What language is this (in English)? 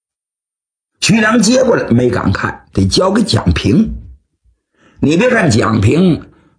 Chinese